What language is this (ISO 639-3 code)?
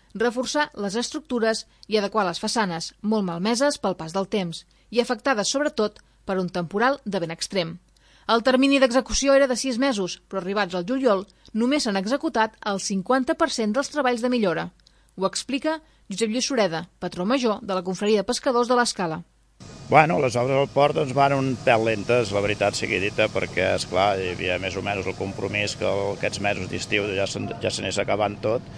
cat